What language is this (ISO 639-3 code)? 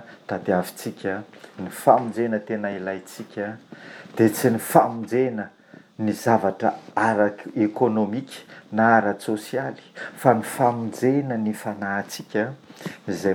mlg